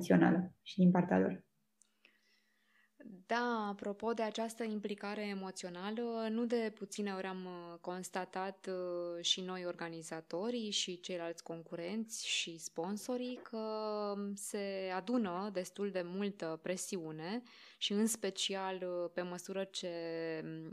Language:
Romanian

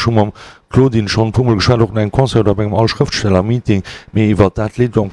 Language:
Luxembourgish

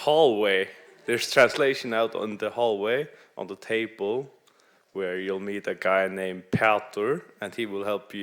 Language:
Faroese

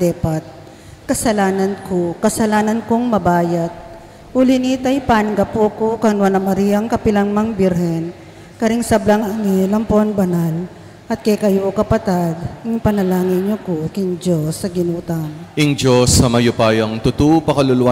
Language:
Pampanga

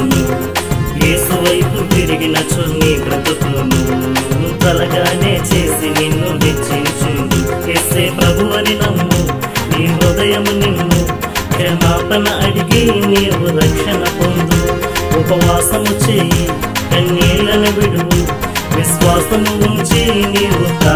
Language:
Telugu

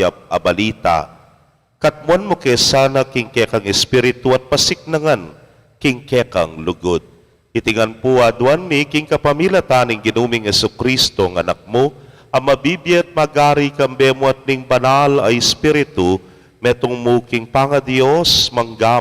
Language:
Pampanga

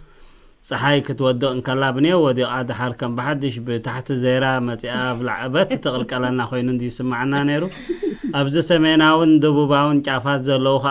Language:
Tigrinya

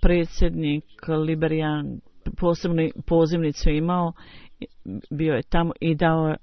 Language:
Bosnian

